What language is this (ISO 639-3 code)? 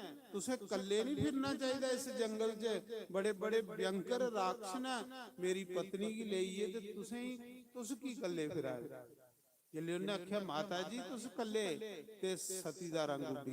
doi